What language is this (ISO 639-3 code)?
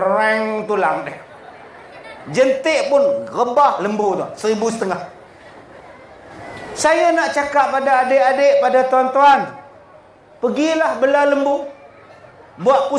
msa